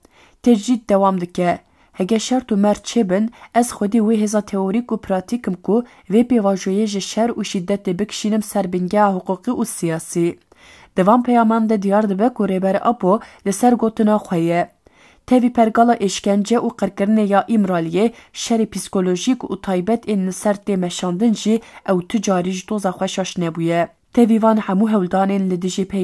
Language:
Kurdish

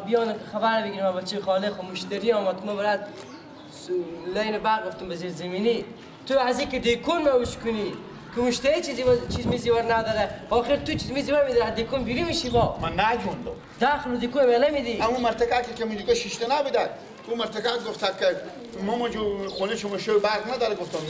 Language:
Persian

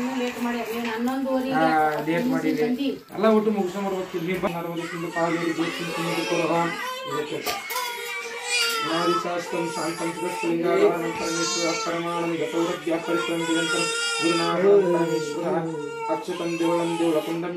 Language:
Kannada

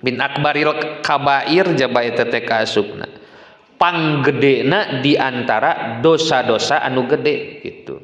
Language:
Sundanese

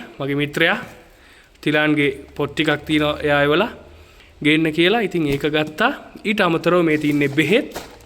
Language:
Sinhala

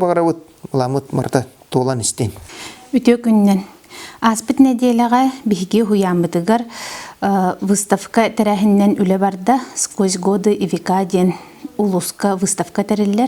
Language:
Yakut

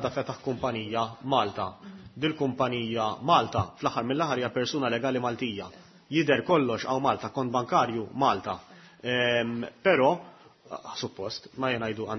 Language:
Maltese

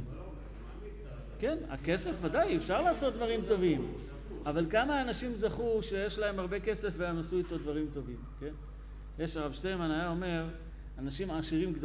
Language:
Hebrew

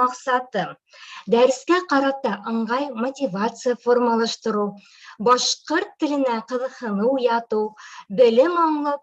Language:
Bashkir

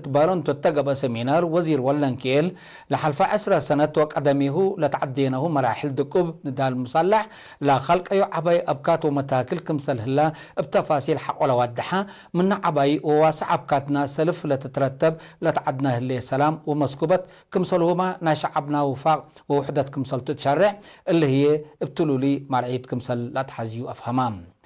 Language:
Tigre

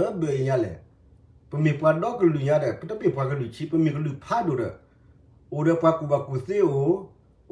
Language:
S'gaw Karen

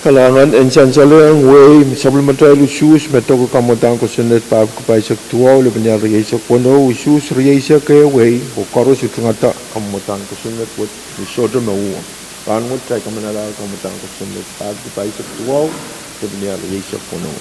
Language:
Pohnpeian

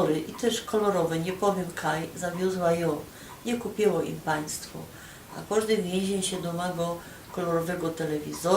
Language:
Silesian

